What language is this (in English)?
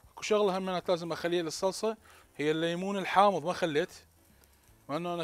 Mesopotamian Arabic